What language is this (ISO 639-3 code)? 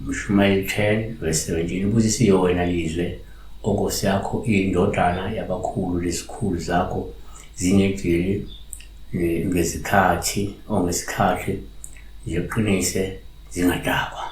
zul